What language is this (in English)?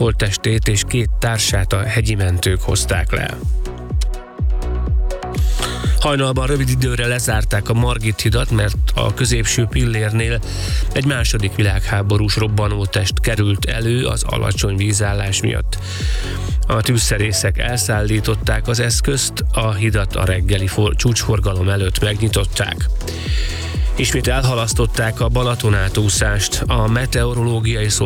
Hungarian